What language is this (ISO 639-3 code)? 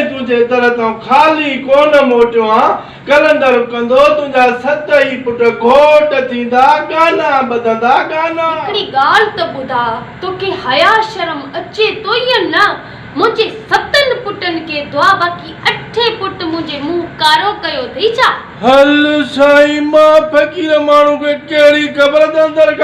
snd